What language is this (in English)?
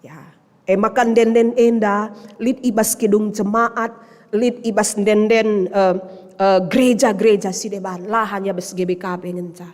Batak Karo